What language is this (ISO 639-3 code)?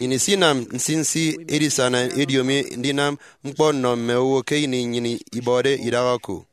efi